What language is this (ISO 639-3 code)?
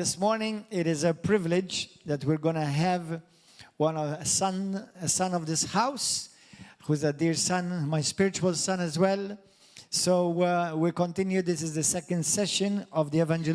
eng